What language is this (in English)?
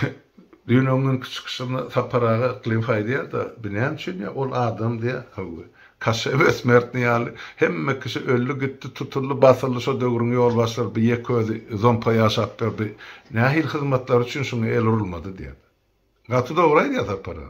Turkmen